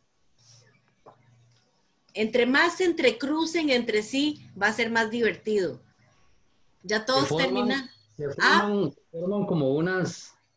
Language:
Spanish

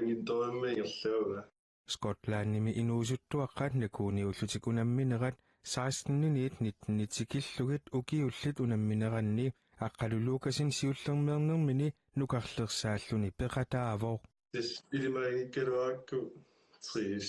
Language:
Kalaallisut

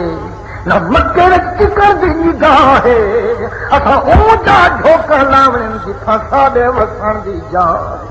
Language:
Saraiki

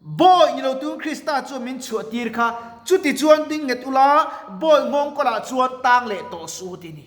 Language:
Mizo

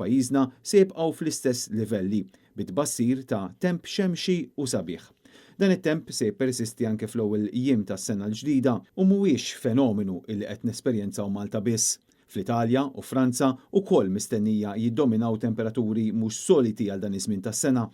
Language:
Maltese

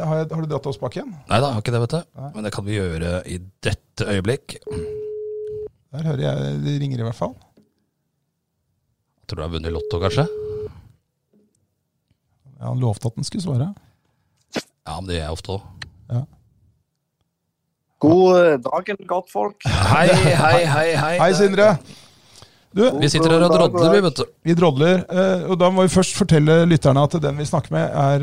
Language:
Norwegian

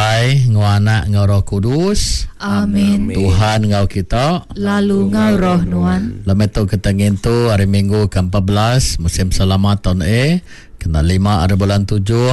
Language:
Iban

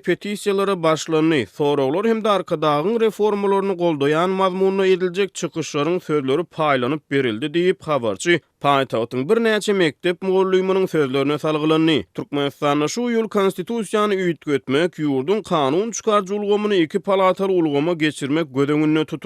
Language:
Turkmen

